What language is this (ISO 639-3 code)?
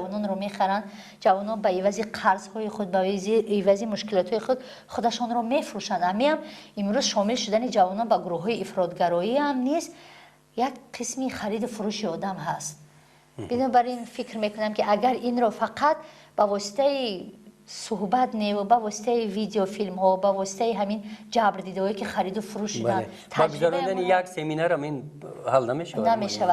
tgk